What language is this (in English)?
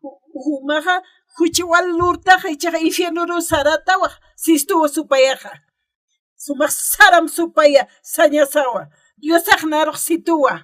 Aymara